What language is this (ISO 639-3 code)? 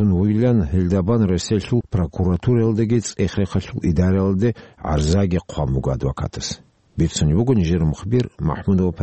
ava